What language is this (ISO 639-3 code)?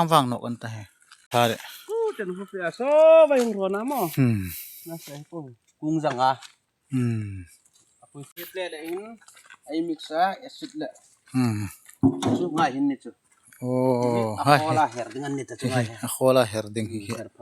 hmr